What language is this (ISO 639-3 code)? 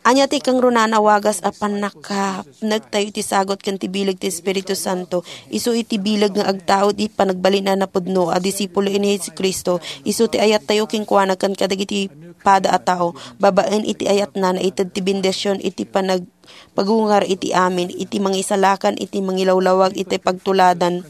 ilo